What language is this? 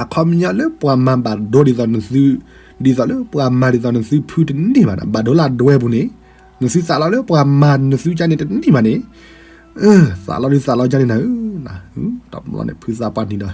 S'gaw Karen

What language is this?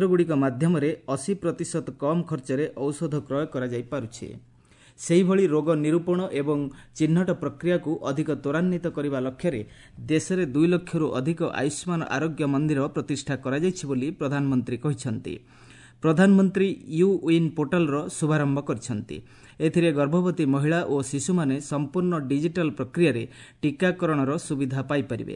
Odia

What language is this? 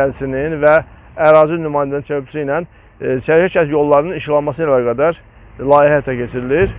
Azerbaijani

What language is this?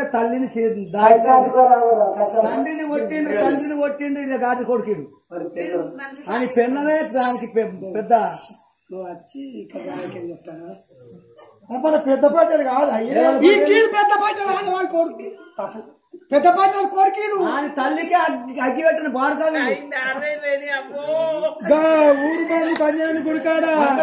Telugu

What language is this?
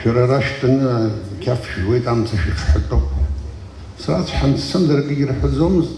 Abkhazian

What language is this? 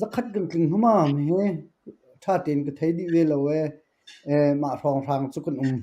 Hakha Chin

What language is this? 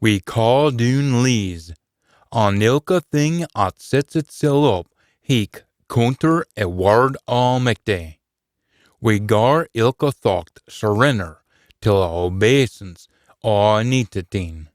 Scots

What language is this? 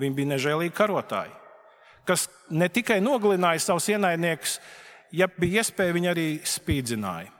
Latvian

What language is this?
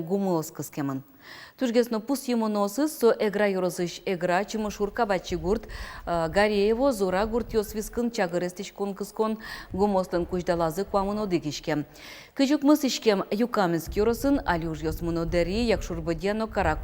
Udmurt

